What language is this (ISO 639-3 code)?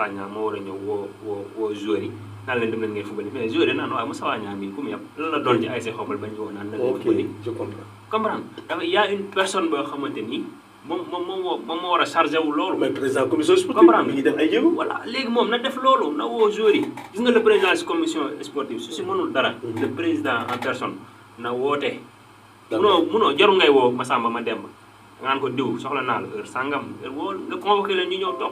wol